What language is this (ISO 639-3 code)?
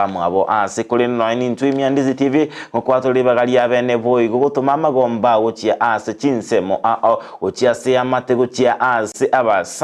guz